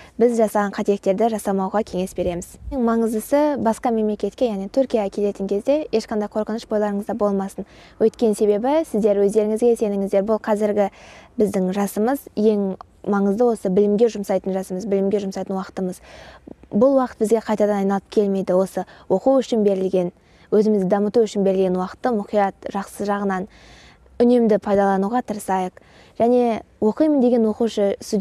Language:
Kazakh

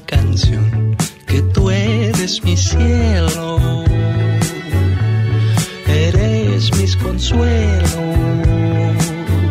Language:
Spanish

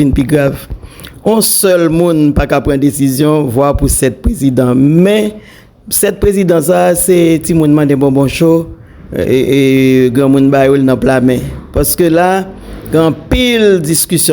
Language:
Haitian Creole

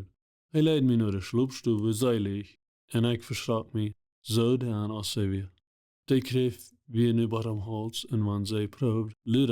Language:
Plautdietsch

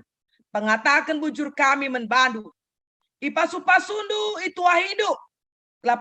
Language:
Batak Karo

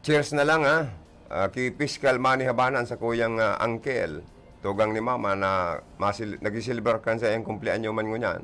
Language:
Bikol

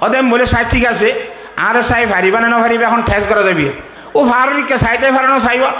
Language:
Rohingya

